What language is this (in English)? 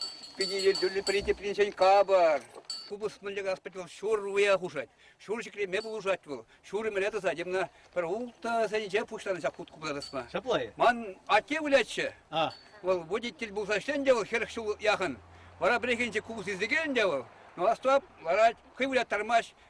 Chuvash